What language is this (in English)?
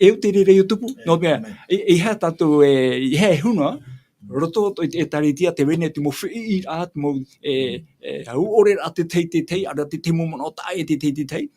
Tahitian